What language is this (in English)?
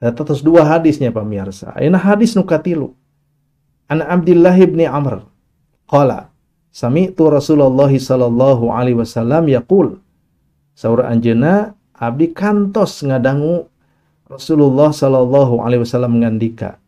Sundanese